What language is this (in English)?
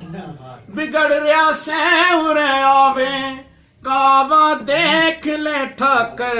Haryanvi